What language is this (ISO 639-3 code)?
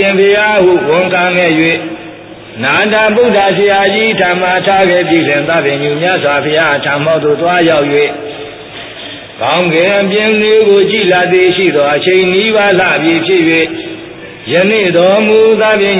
mya